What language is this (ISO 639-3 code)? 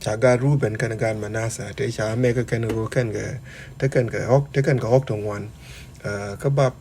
nus